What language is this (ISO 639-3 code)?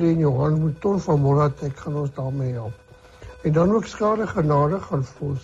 afr